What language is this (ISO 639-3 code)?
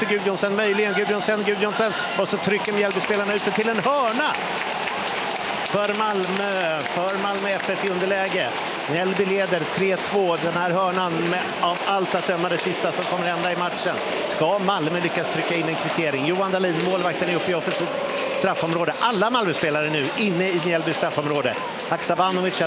swe